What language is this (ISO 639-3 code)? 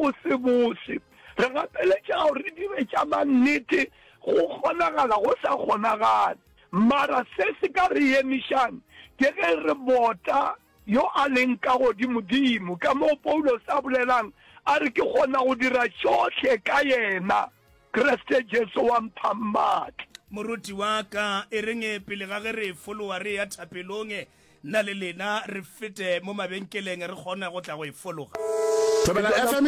nso